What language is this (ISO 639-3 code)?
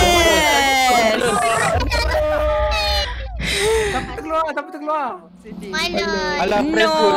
msa